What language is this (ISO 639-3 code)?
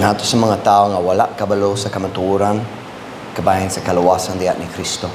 ceb